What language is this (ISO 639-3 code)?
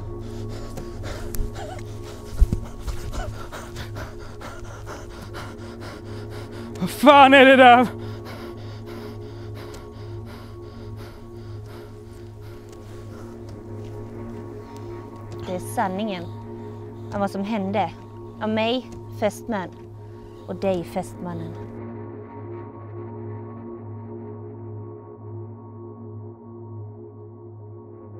swe